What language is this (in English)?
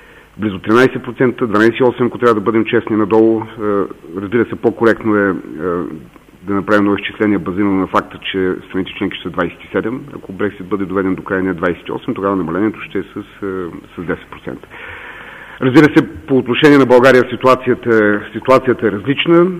Bulgarian